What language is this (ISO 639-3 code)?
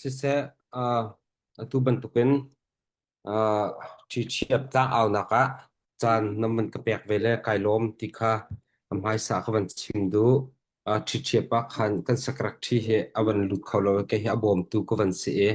cnh